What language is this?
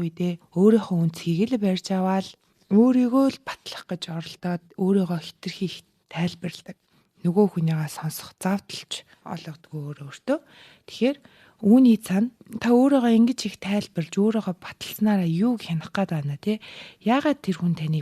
Mongolian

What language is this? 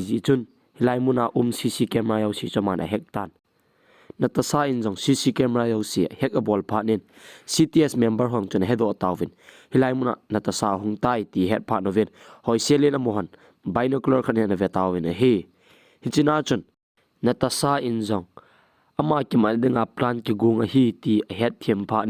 Thado Chin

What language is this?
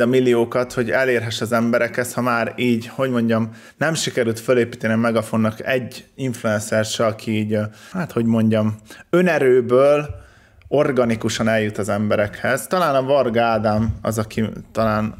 Hungarian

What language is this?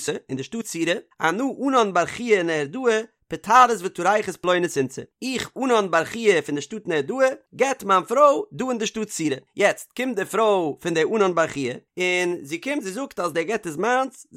Yiddish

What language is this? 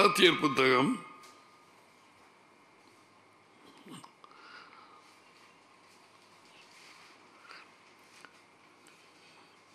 Tamil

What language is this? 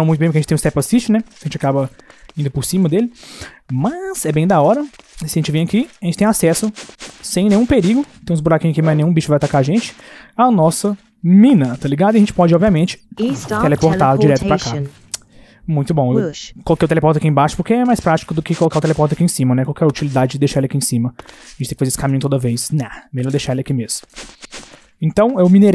Portuguese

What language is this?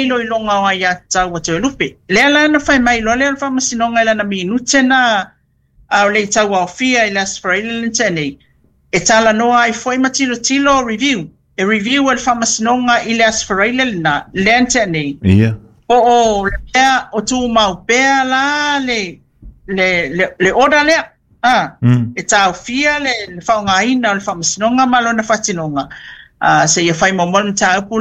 Samoan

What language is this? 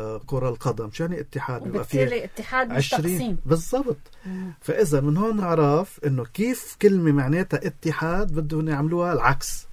North Levantine Arabic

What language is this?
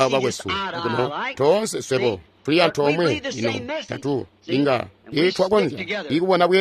Tonga (Zambia)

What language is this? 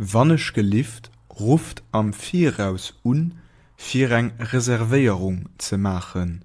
Luxembourgish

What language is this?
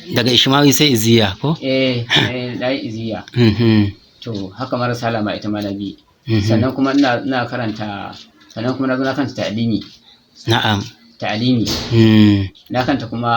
Hausa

